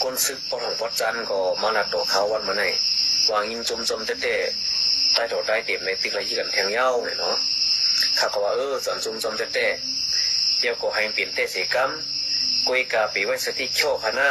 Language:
Shan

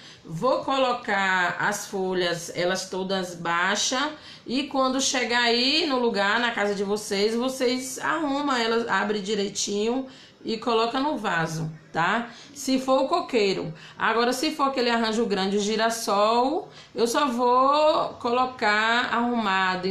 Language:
Portuguese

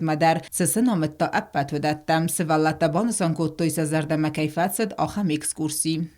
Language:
Ossetic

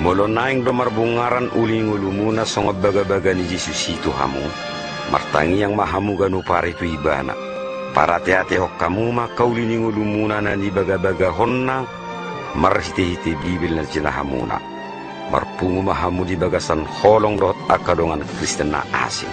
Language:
Batak Toba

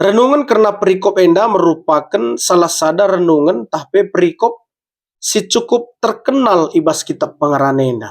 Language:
Batak Karo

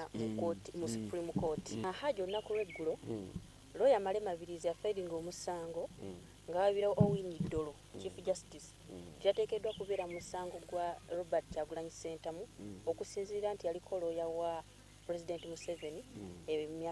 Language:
Ganda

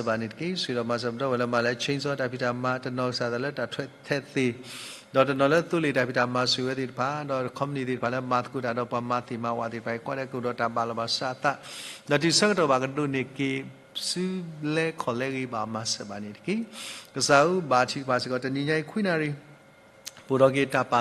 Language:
S'gaw Karen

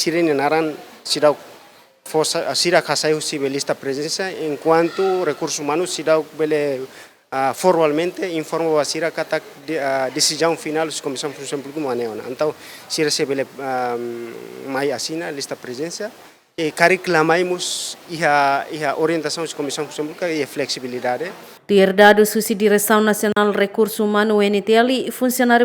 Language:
Tetum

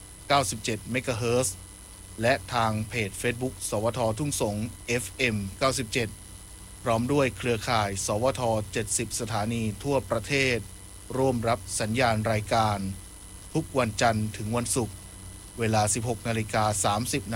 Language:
Thai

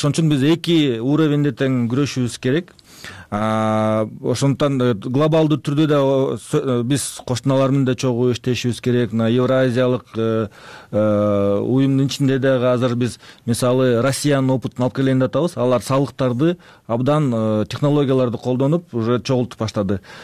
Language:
Kyrgyz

